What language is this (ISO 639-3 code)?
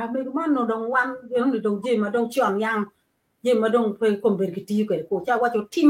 ach